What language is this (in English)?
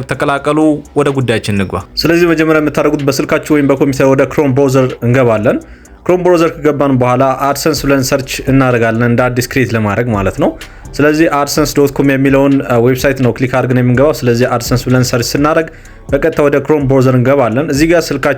Amharic